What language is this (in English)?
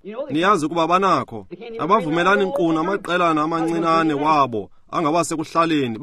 Xhosa